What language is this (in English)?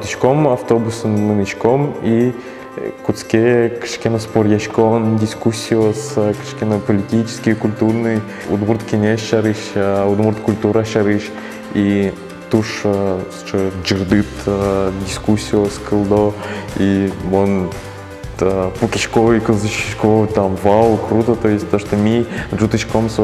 Udmurt